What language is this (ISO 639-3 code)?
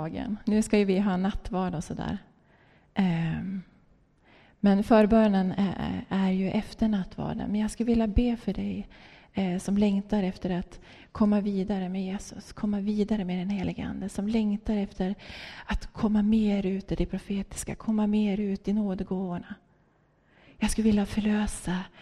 swe